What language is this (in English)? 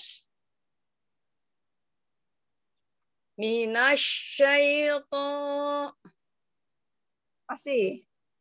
Indonesian